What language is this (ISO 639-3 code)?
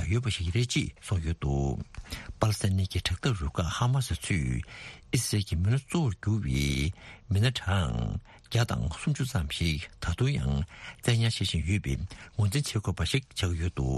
bod